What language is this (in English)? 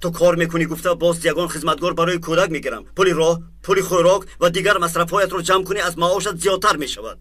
Tajik